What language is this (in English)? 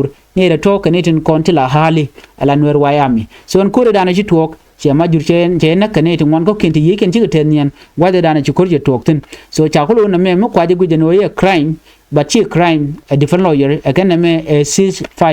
Nuer